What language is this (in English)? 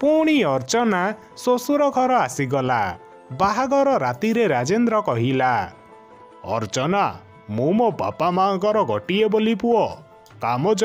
Odia